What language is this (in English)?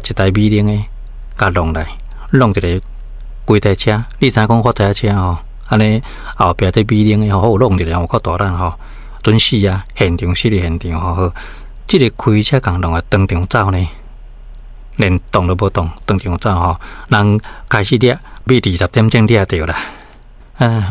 Min Nan Chinese